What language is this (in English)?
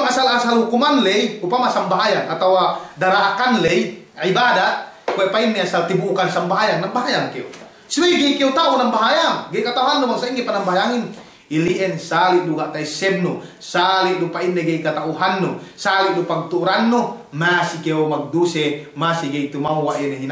Yakan